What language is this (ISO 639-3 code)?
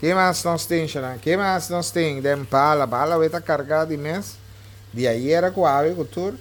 pap